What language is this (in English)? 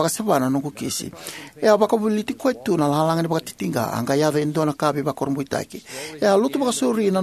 Fijian